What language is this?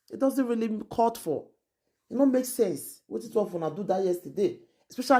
Nigerian Pidgin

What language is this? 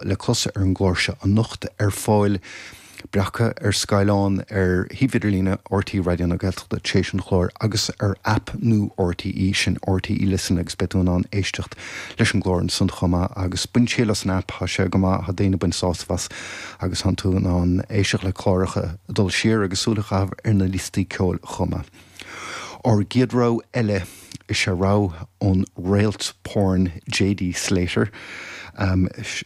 Irish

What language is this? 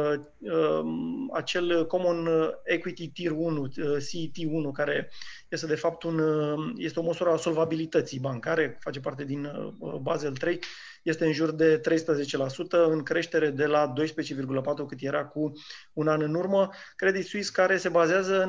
Romanian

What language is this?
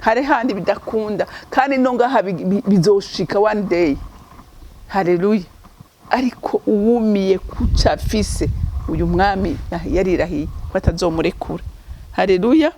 Rundi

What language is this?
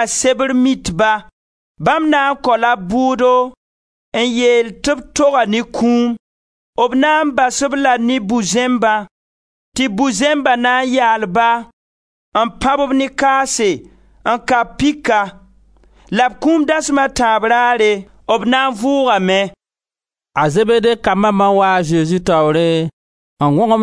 Mossi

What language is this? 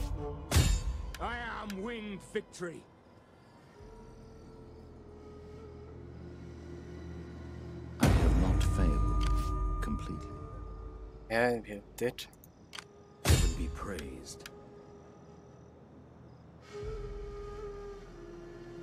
English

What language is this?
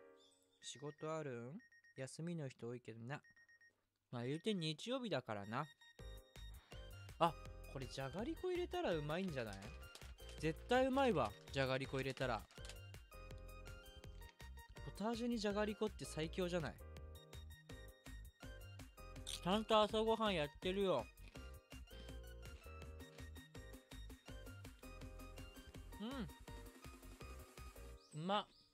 Japanese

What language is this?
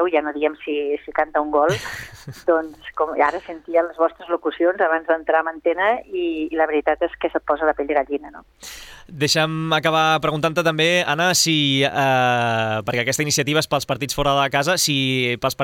Catalan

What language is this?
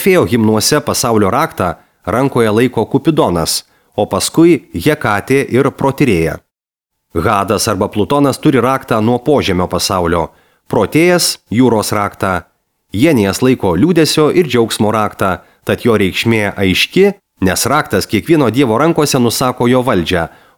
Lithuanian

